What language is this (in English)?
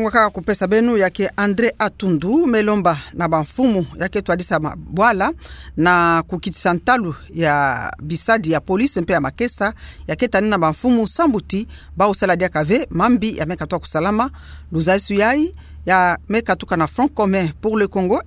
Kituba (Democratic Republic of Congo)